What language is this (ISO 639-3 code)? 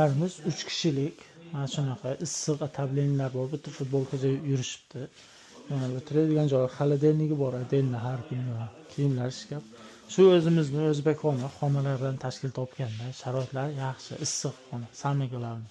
uzb